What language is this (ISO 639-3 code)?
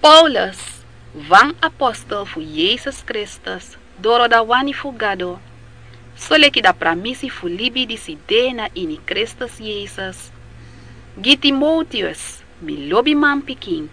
srn